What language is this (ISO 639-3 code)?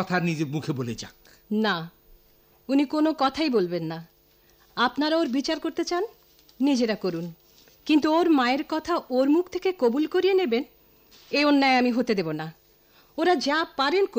ben